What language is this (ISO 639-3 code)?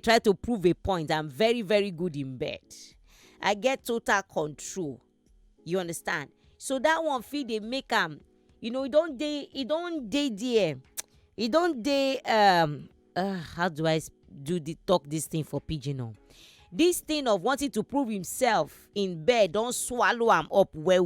pcm